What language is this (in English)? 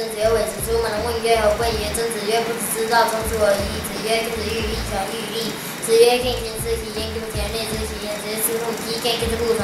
Literary Chinese